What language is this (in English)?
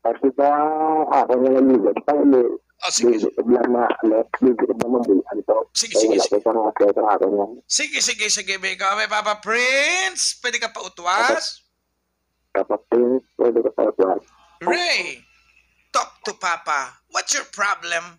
Hiligaynon